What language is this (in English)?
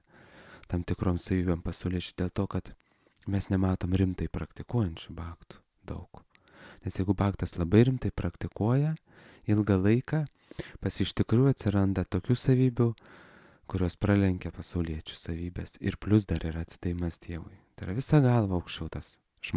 Lithuanian